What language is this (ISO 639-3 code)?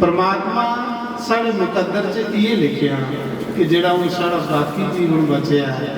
doi